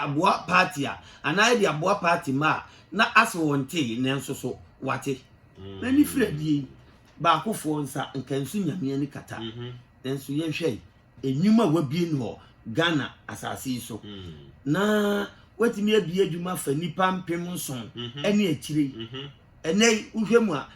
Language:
Akan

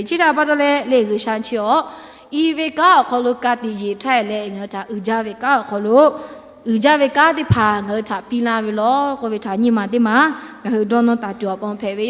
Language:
Lahu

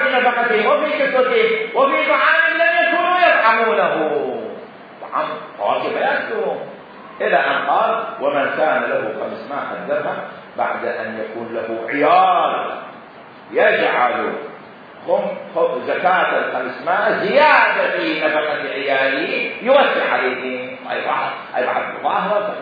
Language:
Mesopotamian Arabic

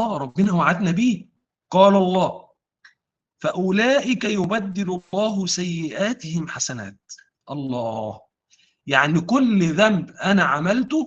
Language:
Egyptian Arabic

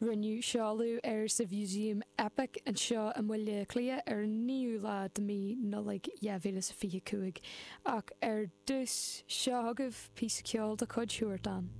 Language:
Irish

